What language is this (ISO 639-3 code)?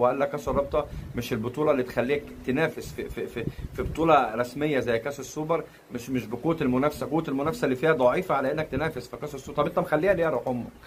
arz